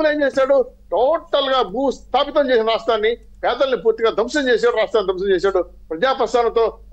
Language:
Telugu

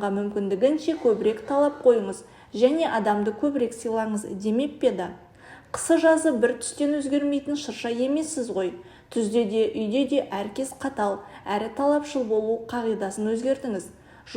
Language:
Kazakh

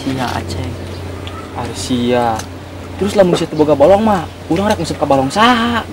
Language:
Sundanese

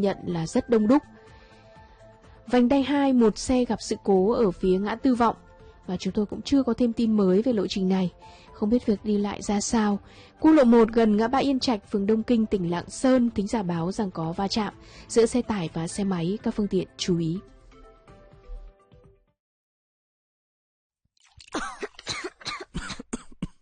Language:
Vietnamese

